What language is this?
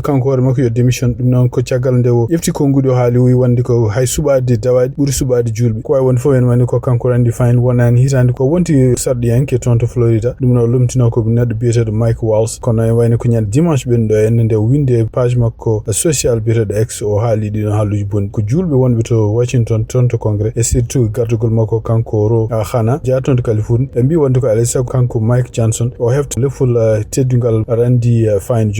Fula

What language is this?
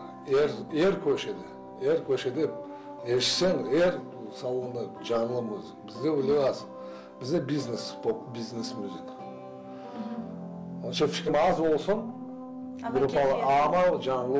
Crimean Tatar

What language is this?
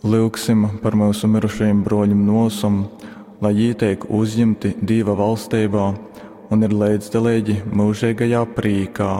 Latgalian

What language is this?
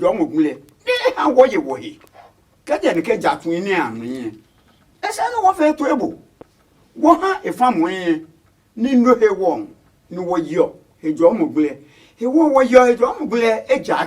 Adangme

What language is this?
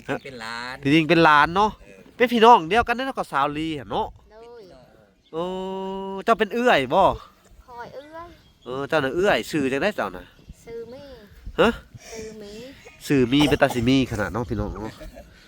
Lao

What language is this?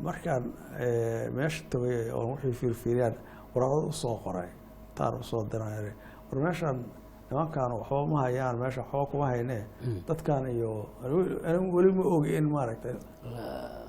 Somali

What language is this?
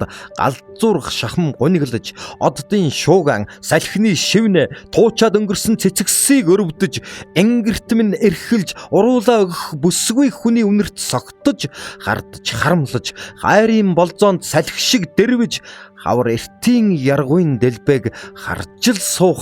Mongolian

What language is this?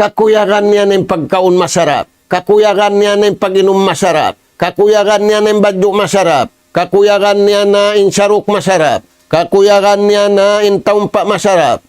Tausug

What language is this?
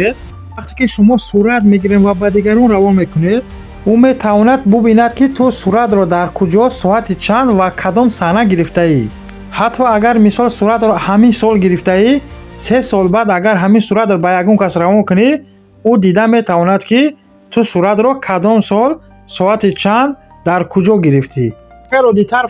Tajik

